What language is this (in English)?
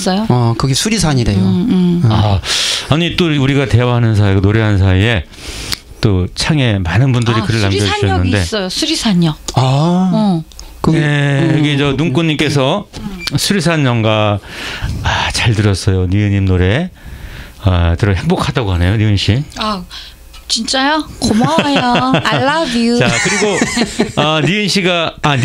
Korean